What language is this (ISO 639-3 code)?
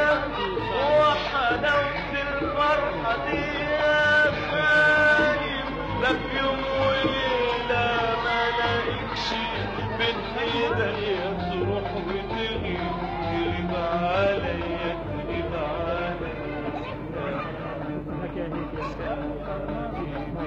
arz